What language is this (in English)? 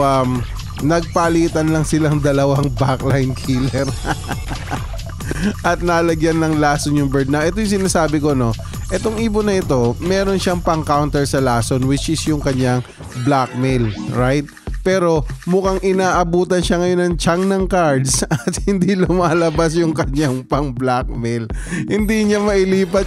Filipino